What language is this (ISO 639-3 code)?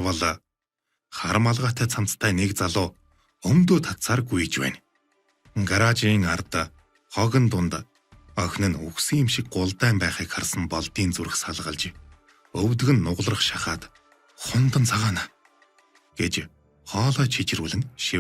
mon